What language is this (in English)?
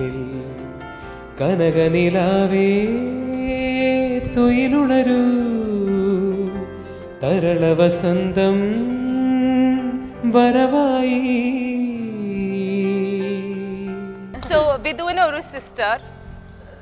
Malayalam